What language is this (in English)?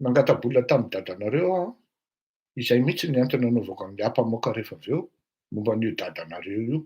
Malagasy